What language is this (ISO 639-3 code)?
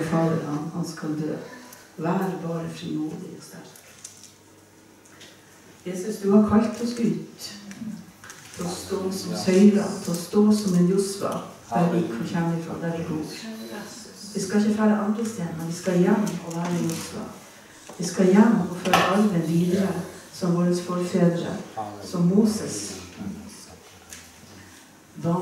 nor